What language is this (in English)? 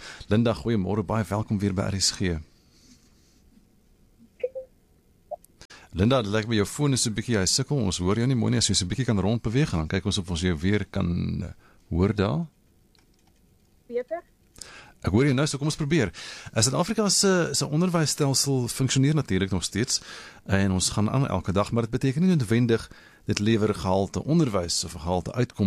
Afrikaans